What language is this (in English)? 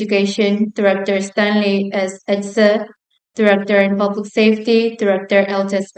Pohnpeian